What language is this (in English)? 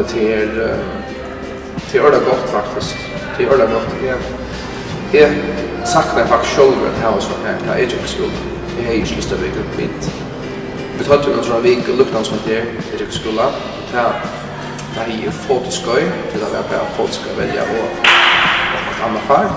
Faroese